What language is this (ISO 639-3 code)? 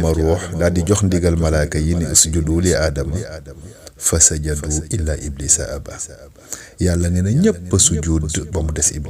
wol